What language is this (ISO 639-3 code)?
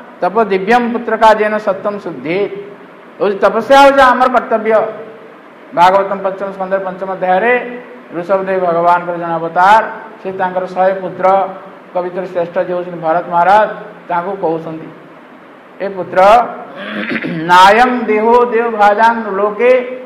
ori